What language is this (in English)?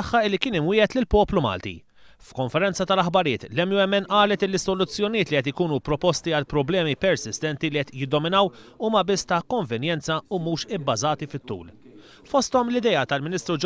Maltese